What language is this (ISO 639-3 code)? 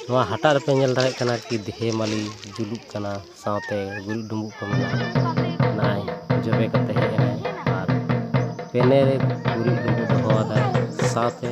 sat